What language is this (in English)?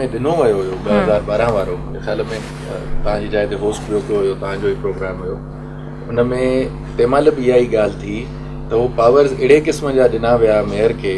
Sindhi